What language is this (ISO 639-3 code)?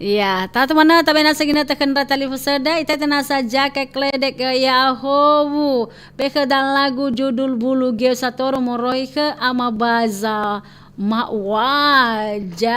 nia